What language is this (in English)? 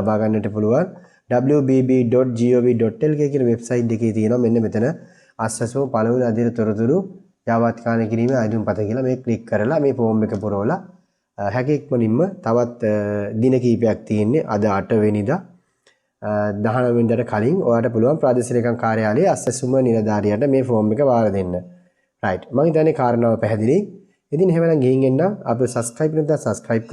Sinhala